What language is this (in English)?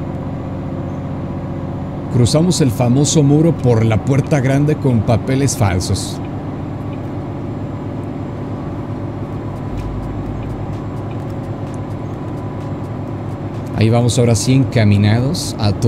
Spanish